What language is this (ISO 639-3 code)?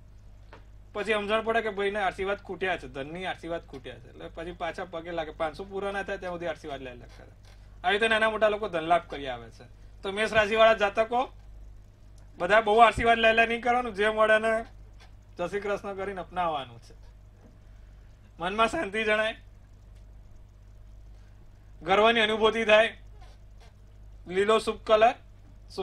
guj